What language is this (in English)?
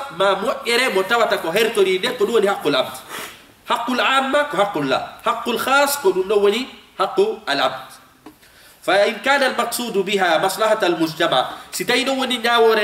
Fula